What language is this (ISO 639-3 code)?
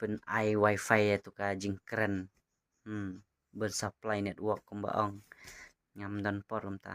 kha